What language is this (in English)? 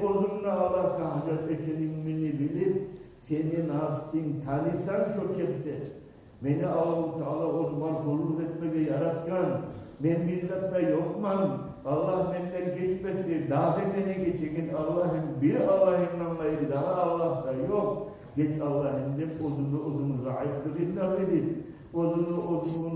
Kumyk